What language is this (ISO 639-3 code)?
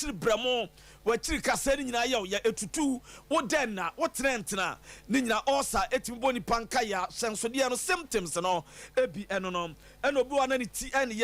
aka